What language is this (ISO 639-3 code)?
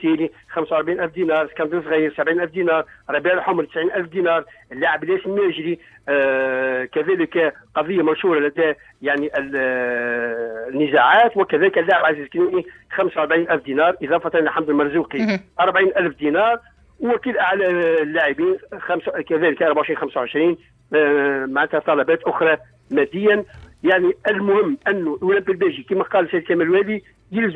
aeb